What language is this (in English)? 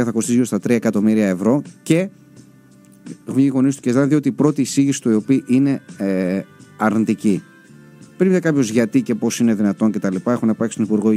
Greek